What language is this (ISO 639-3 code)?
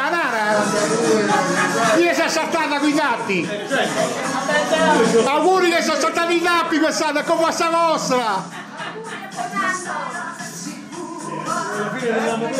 ita